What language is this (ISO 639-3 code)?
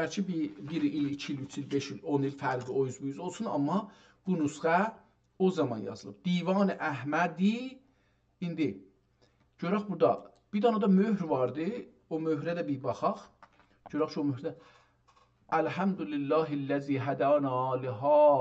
azb